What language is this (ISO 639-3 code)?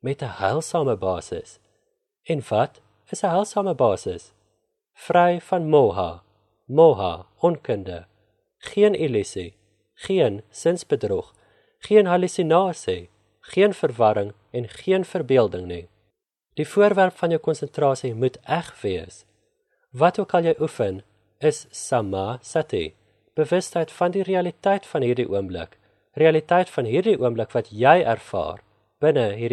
afr